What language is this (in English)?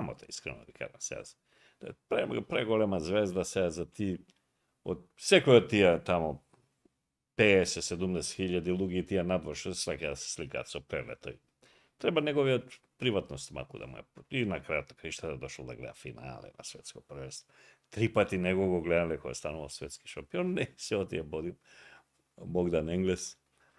Macedonian